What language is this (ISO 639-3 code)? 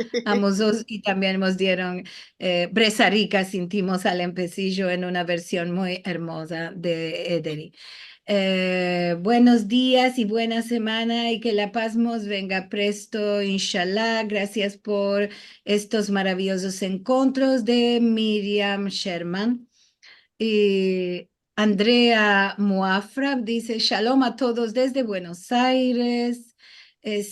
lad